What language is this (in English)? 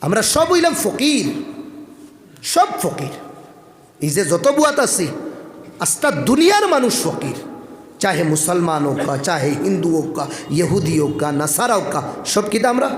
Sylheti